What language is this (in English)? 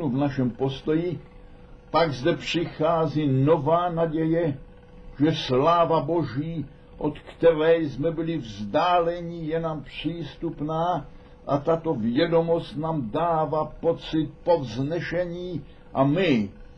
Czech